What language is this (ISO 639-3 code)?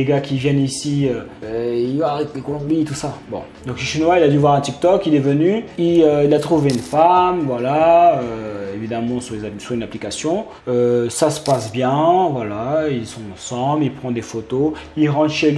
fra